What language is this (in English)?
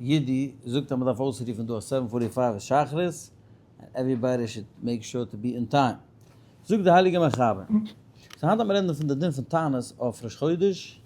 Yiddish